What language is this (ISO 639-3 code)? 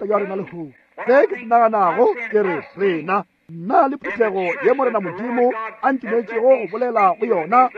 nso